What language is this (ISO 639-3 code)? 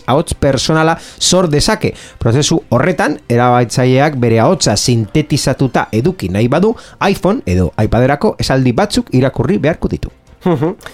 eus